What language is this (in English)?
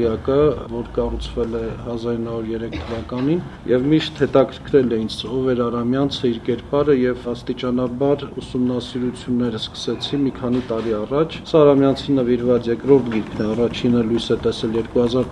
Armenian